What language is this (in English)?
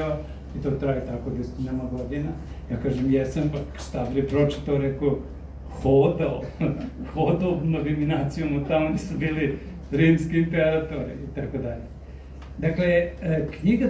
Serbian